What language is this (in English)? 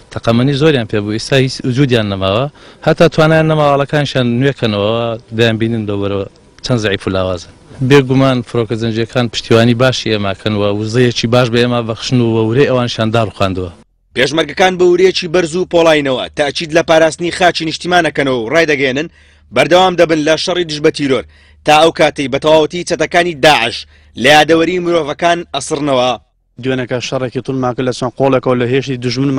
Central Kurdish